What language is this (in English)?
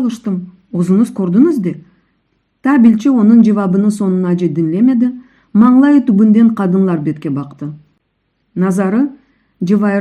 Crimean Tatar